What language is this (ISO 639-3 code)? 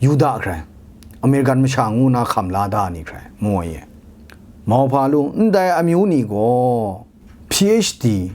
kac